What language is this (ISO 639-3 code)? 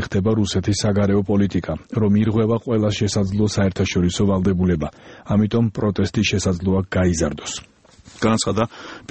kat